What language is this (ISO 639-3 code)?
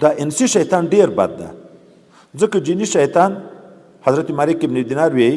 pus